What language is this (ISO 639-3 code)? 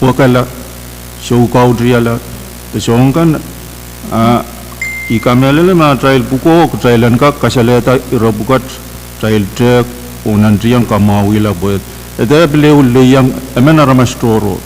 pon